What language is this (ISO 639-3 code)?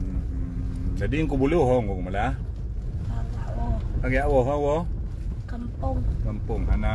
ace